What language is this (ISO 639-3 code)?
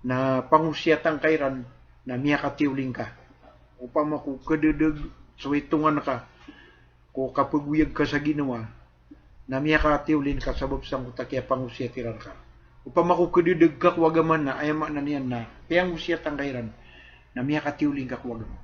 mrw